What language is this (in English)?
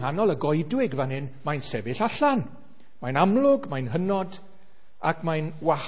Welsh